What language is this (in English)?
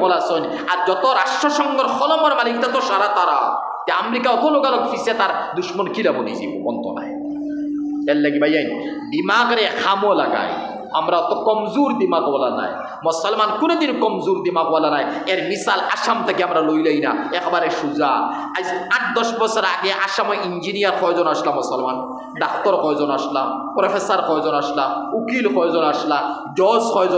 Sylheti